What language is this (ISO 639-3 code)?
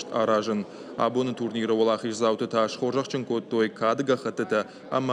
oss